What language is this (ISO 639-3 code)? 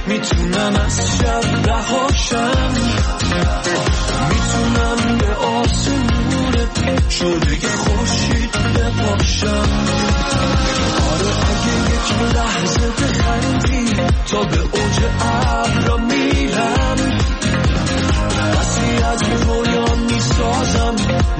fas